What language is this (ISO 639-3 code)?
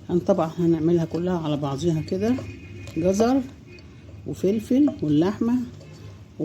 arz